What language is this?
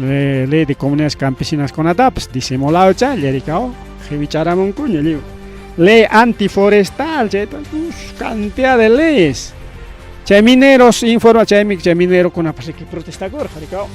Ayacucho Quechua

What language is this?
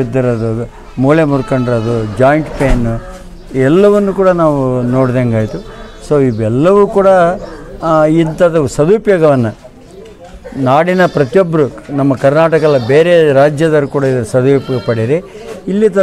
Kannada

